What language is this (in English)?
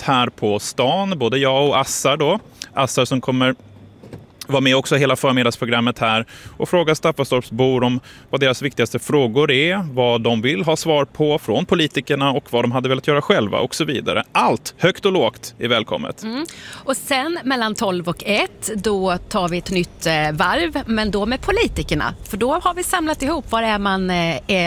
Swedish